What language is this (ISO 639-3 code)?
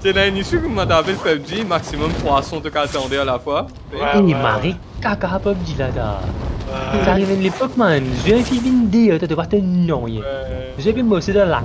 mfe